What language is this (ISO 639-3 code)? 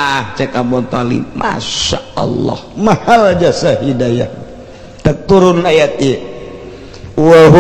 sun